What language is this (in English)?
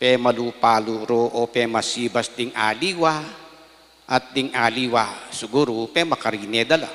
Pampanga